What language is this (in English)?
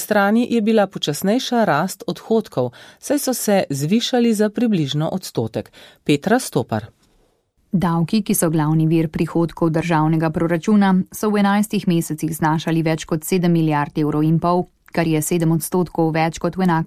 Slovenian